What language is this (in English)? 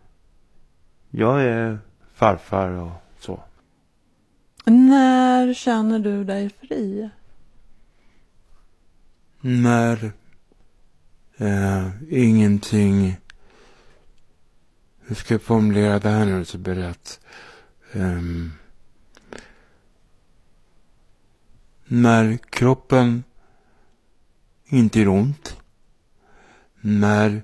Swedish